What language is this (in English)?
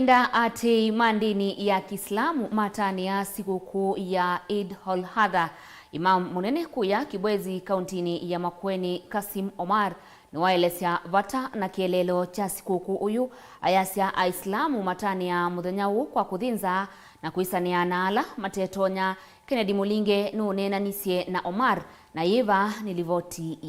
Kamba